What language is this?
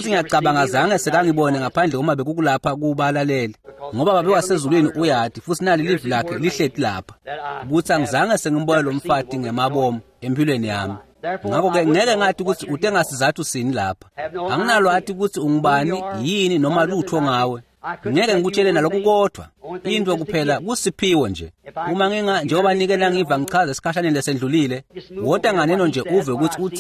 Swati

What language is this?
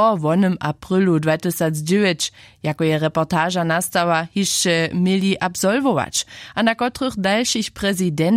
Upper Sorbian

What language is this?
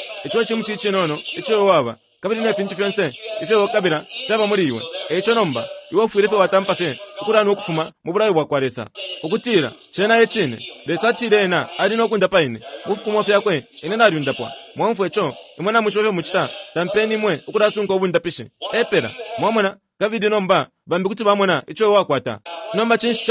Bemba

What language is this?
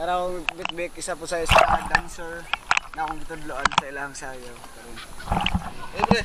Cebuano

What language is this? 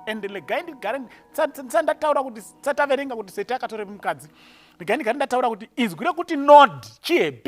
Shona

